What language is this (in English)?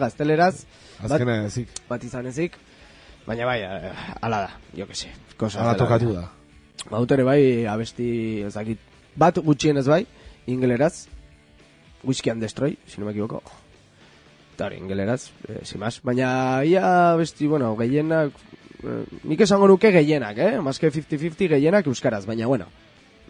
Basque